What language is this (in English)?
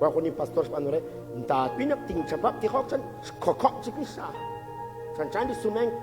Kekchí